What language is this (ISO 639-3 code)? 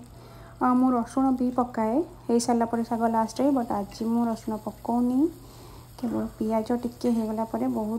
ori